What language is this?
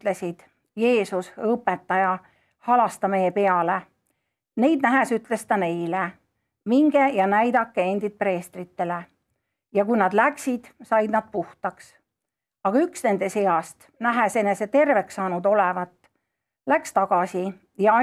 Estonian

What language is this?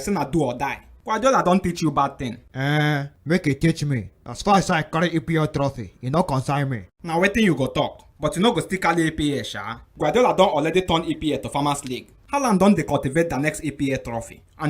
Nigerian Pidgin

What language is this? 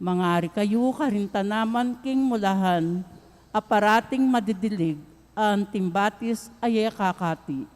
Pampanga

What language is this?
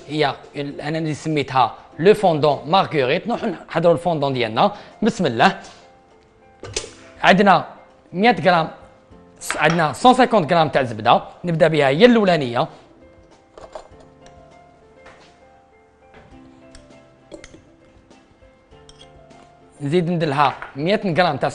Algerian Arabic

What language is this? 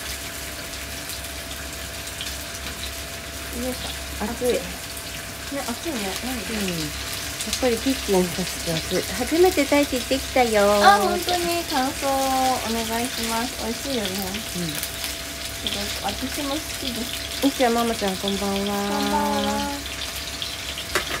Japanese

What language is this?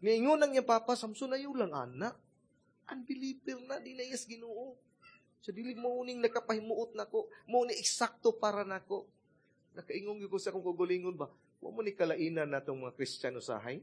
Cebuano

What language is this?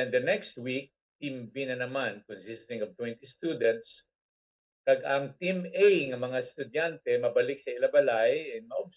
Hiligaynon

